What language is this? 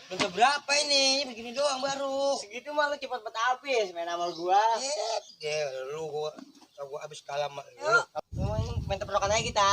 Betawi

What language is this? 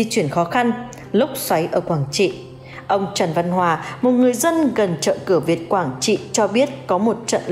Vietnamese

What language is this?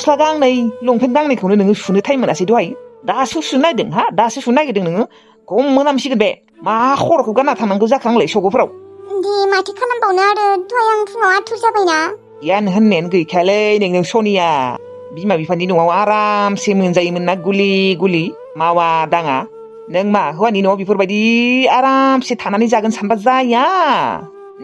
Bodo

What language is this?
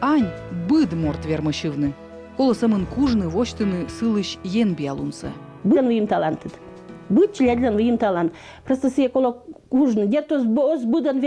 Komi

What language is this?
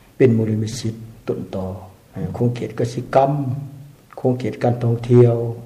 Lao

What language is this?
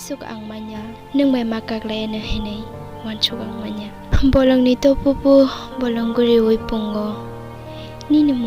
Kok Borok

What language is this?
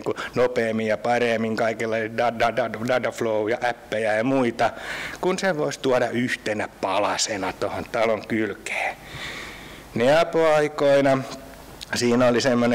Finnish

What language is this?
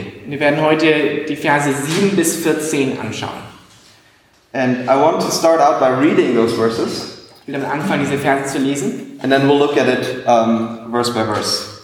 German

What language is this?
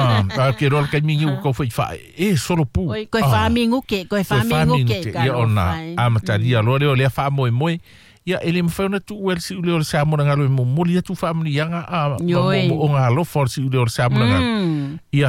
Samoan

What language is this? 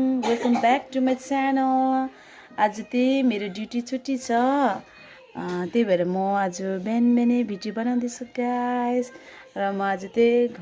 Nepali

